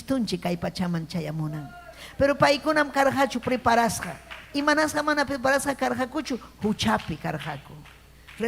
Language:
Ayacucho Quechua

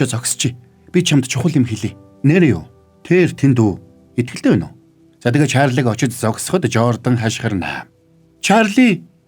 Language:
Mongolian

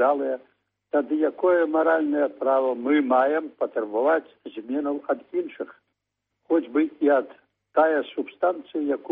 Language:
Belarusian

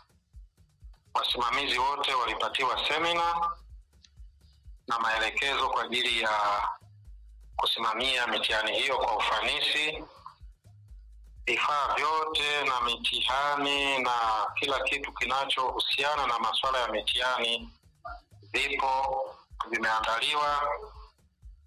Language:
Swahili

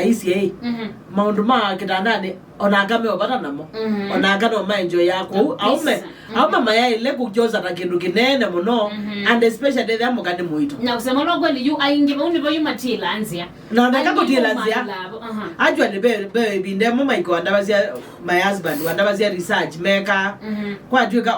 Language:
Kamba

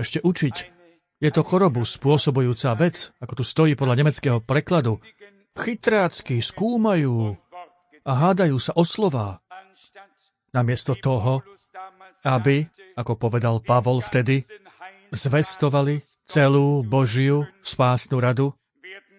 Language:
Slovak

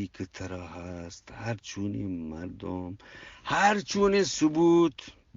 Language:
Eastern Balochi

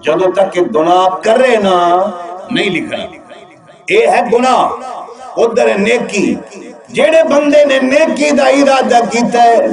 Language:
Saraiki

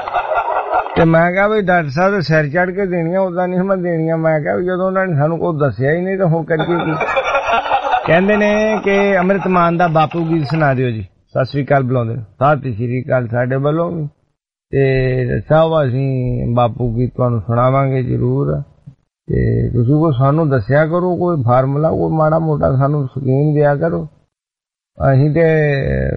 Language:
Punjabi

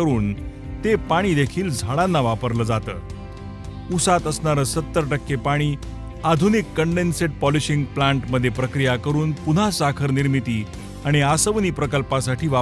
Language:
Marathi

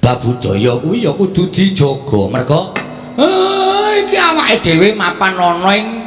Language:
Javanese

